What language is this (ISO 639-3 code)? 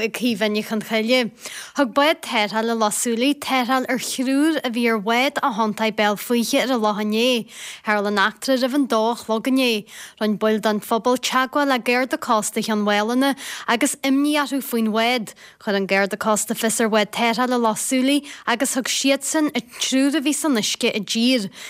gle